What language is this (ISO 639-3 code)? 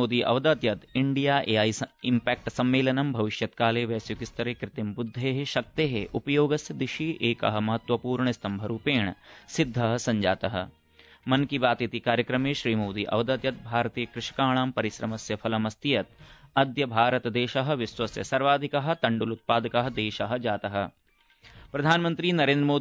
san